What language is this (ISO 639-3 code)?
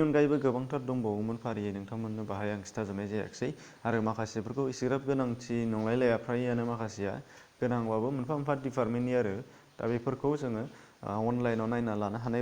brx